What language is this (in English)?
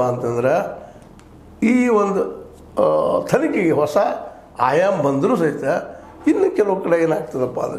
Kannada